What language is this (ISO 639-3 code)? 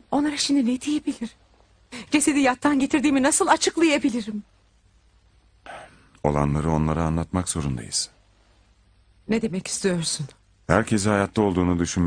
tur